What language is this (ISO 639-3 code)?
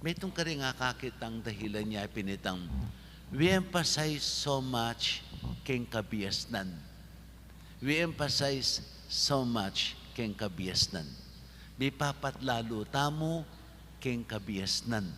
pam